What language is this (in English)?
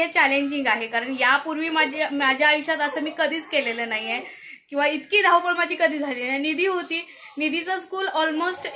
Marathi